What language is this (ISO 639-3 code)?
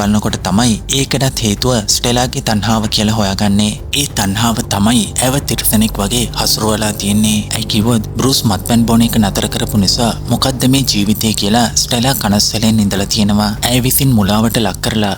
sin